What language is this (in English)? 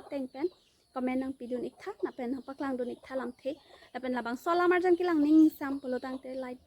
Karbi